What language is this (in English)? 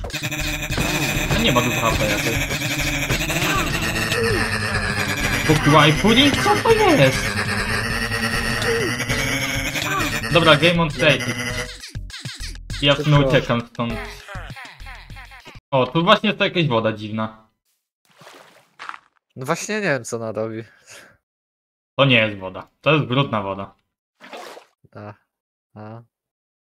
Polish